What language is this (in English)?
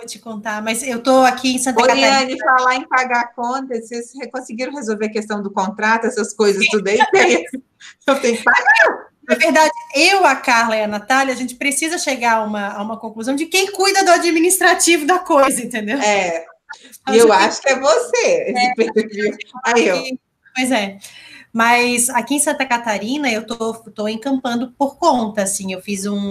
Portuguese